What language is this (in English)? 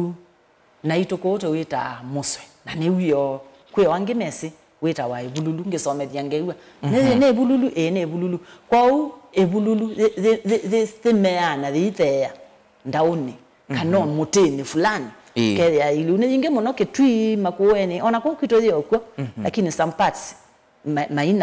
Kamba